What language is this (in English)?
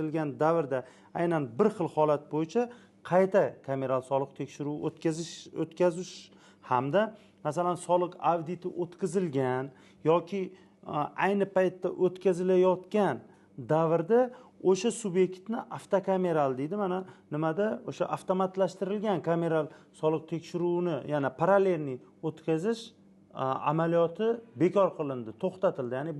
Uzbek